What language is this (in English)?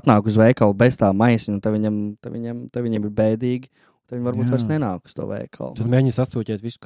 Latvian